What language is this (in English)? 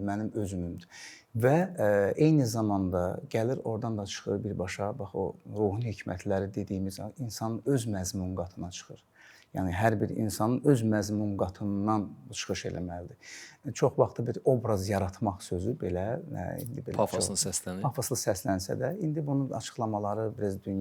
Azerbaijani